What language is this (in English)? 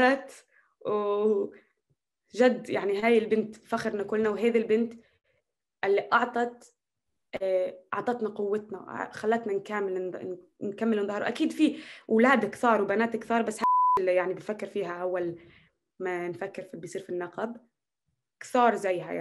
North Levantine Arabic